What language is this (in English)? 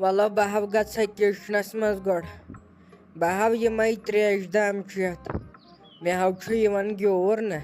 Kashmiri